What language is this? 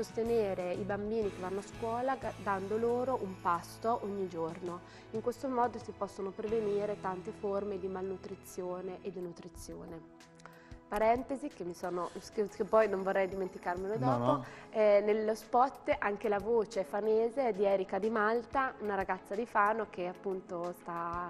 Italian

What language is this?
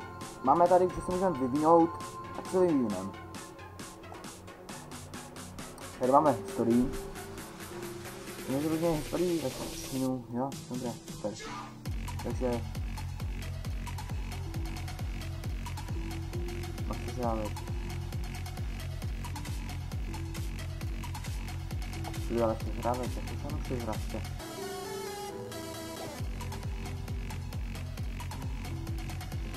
Czech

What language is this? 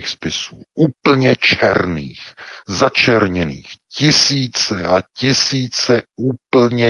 Czech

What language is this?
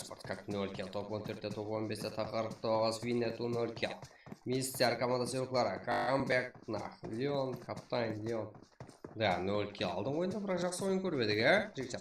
Kara-Kalpak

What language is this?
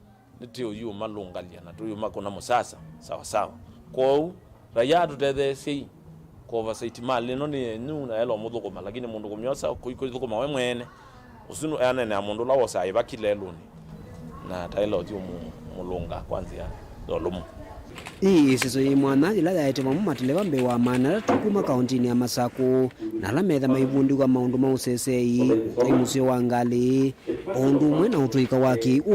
Kamba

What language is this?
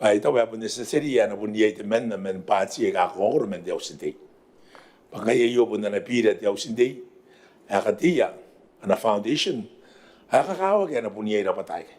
Gilbertese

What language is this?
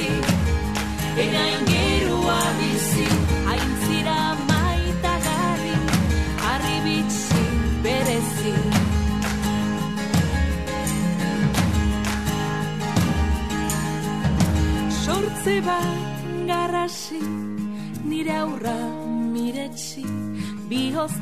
Basque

